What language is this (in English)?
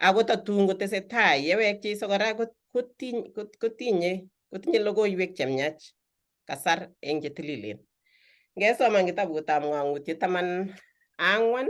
Kalenjin